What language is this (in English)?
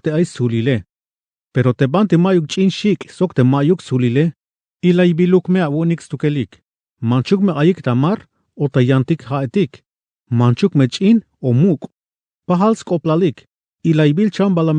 Tzeltal